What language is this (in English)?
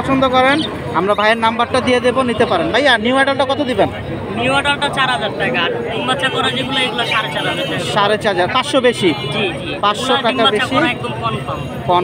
Bangla